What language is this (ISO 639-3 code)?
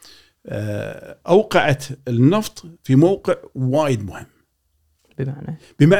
afb